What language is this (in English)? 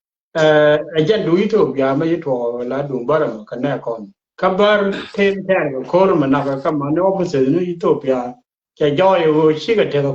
Nuer